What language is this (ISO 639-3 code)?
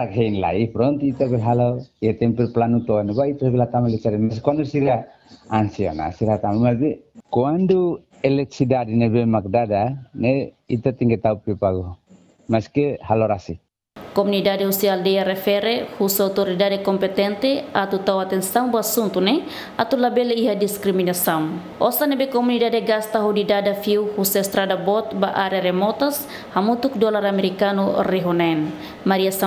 tet